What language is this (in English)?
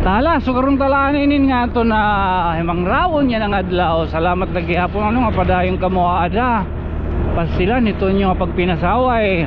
Waray